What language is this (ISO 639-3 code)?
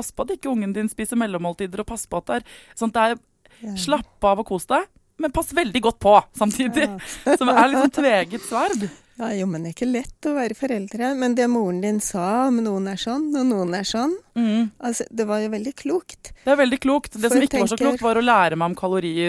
nor